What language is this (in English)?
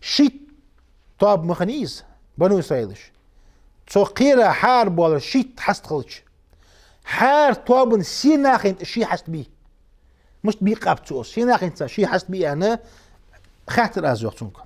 Ingush